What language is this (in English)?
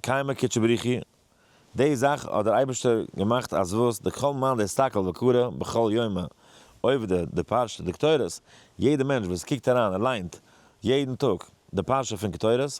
Yiddish